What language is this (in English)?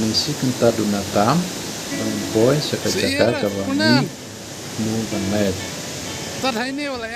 Khasi